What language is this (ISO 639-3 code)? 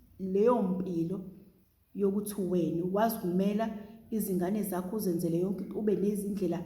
zul